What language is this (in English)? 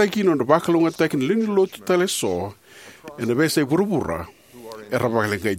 Fijian